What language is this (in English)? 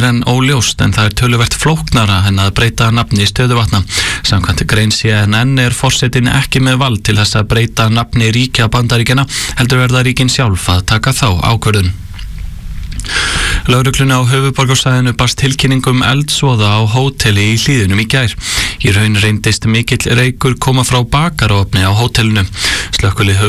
Icelandic